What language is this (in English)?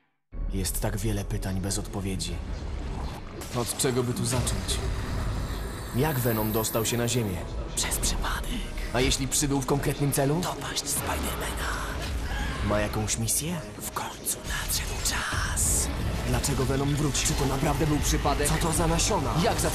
Polish